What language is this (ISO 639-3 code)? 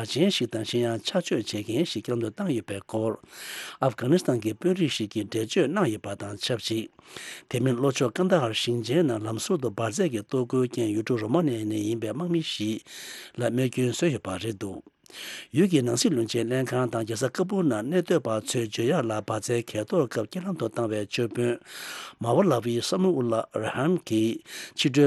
bod